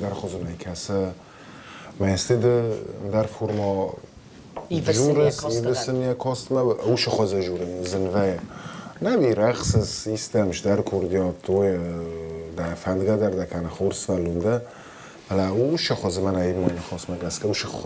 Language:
Ossetic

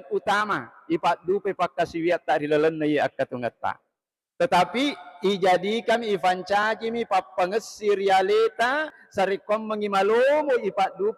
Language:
Buginese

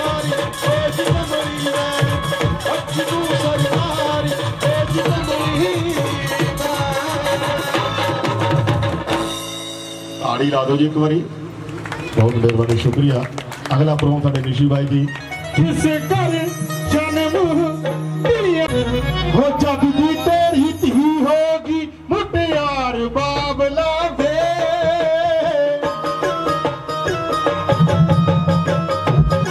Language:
Punjabi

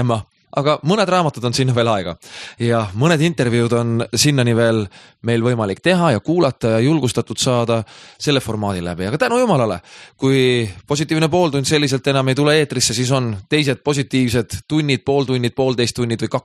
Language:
Estonian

